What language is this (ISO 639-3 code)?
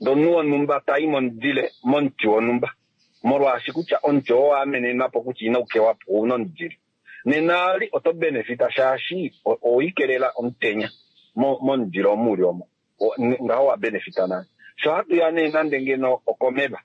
kua